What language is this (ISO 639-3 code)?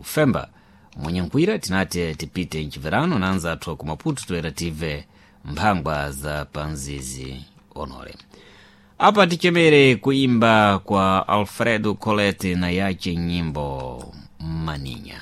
seh